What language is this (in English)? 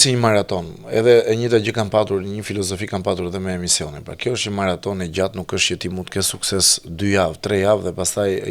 Albanian